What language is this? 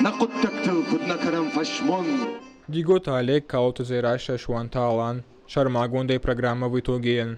Ossetic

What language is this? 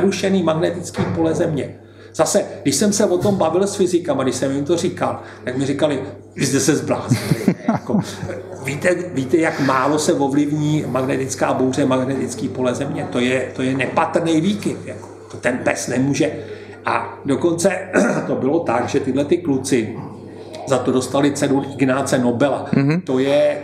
Czech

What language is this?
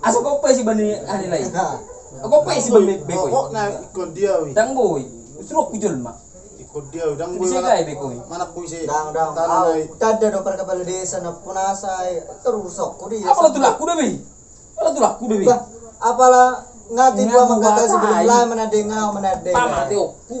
Batak Toba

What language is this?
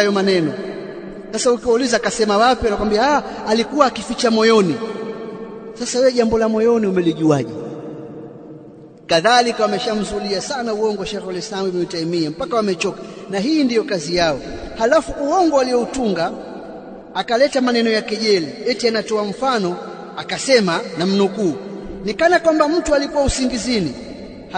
Swahili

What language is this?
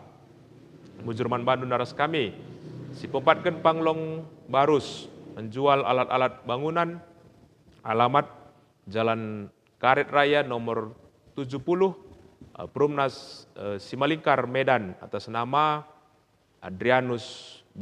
Batak Karo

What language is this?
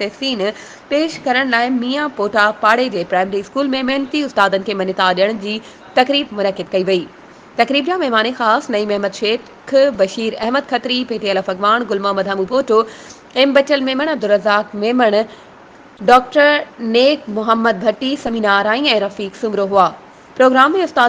Sindhi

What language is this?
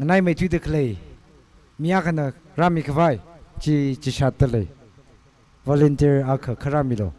Tangkhul Naga (India)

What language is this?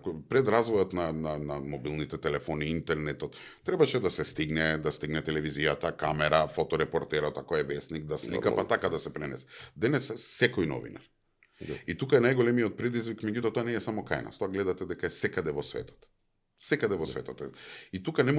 Macedonian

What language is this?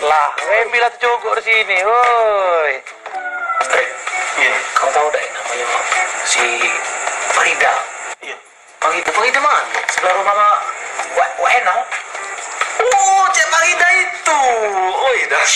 Musi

